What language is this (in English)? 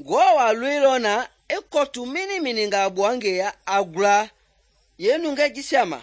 Mende